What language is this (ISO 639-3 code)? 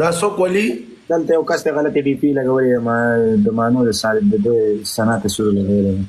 pus